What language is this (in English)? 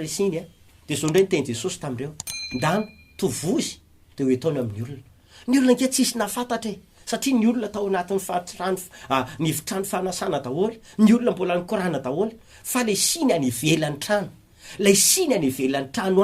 Malagasy